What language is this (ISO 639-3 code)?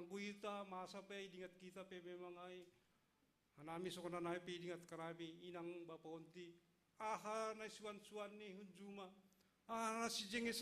bts